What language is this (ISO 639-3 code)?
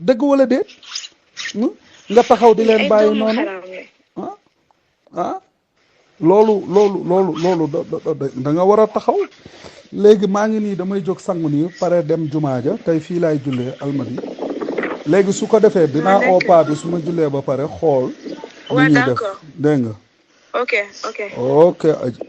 wol